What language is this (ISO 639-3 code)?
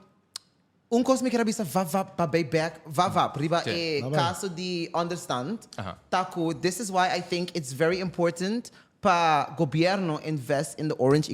pap